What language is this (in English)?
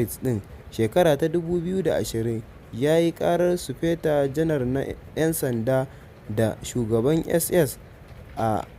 Hausa